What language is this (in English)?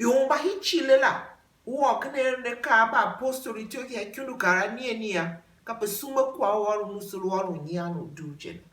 Tiv